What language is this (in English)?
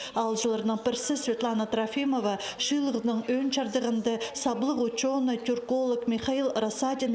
Khakas